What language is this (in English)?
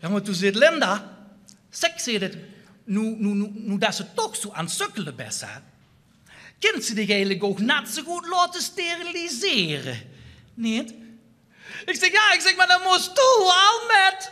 Limburgish